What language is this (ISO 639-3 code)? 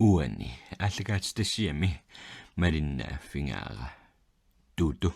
kal